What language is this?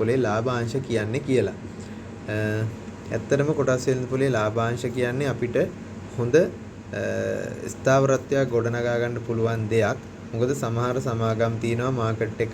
Sinhala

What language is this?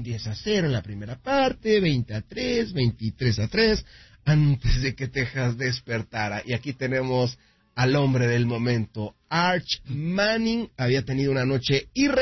Spanish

